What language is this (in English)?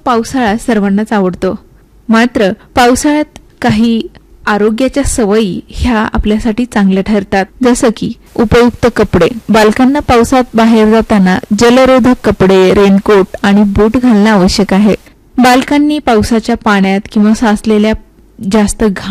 Marathi